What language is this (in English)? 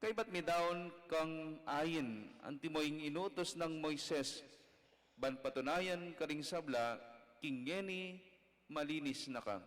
Pampanga